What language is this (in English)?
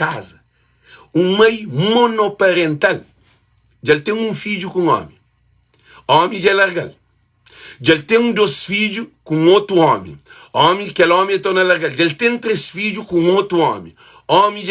Kabuverdianu